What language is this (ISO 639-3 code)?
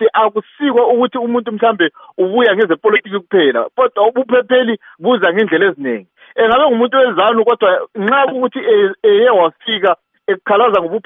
nde